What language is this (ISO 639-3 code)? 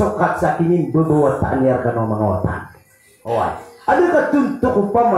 mrw